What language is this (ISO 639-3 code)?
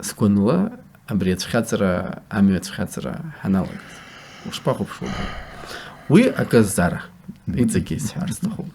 abk